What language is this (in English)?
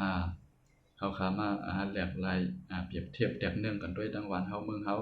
Shan